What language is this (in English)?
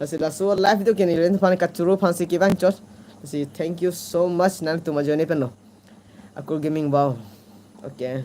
Karbi